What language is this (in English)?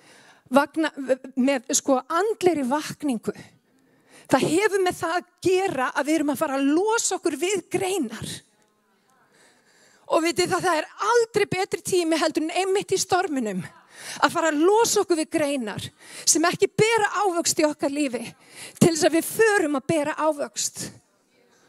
Icelandic